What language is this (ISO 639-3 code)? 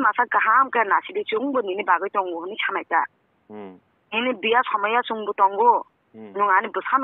trp